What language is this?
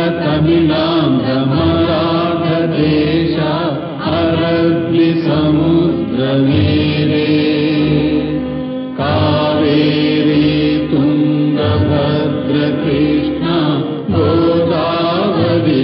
Kannada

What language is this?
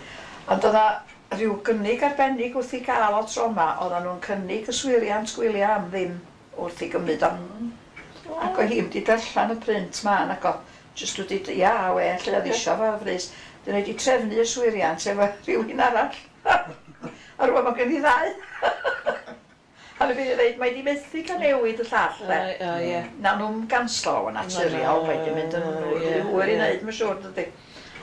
Welsh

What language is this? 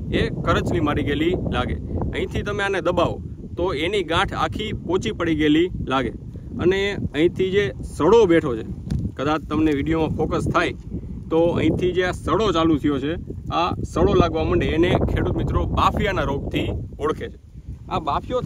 Gujarati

